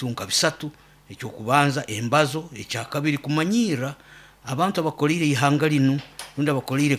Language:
Nyoro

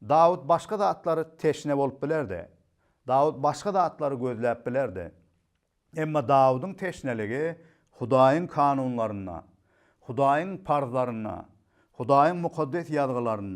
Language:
Turkmen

